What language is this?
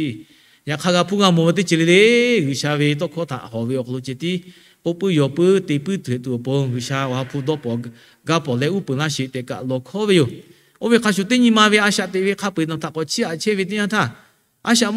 Lahu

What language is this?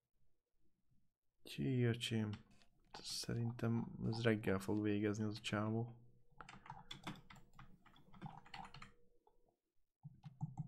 Hungarian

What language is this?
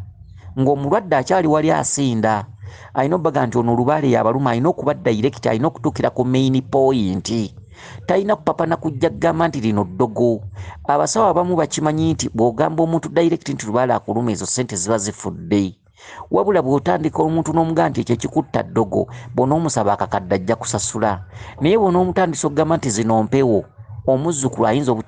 Ganda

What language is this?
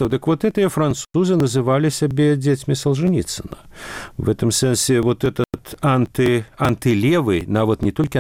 Belarusian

